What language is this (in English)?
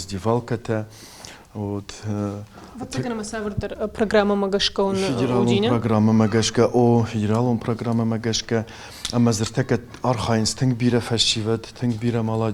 Ossetic